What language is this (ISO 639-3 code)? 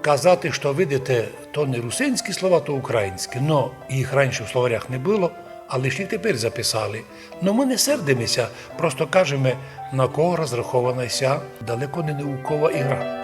rue